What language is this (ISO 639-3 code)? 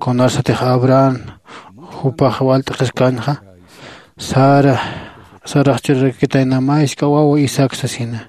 aym